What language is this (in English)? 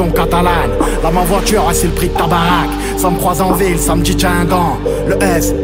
French